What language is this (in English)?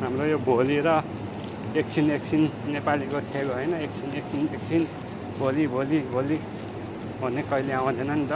Nepali